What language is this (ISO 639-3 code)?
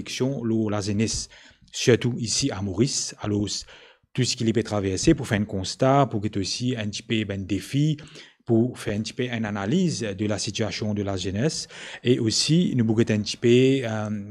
mfe